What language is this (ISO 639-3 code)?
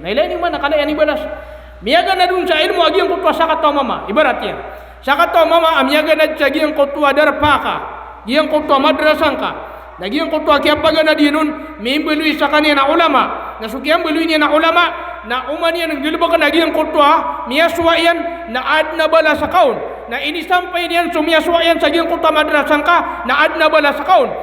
mrw